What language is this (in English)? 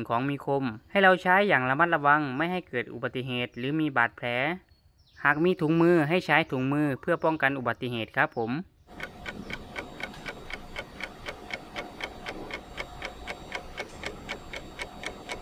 Thai